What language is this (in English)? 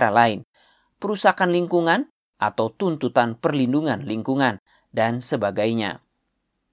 Indonesian